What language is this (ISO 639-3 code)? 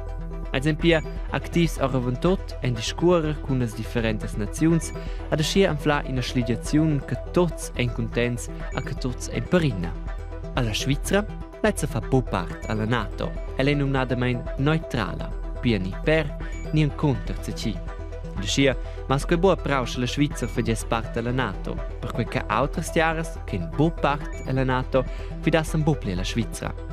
roh